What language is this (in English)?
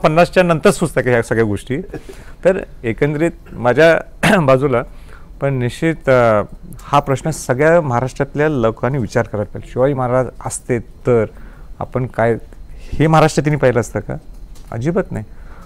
Marathi